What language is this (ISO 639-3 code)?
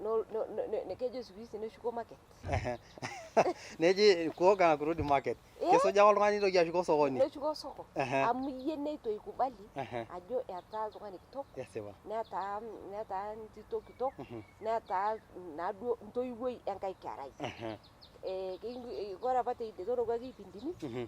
mas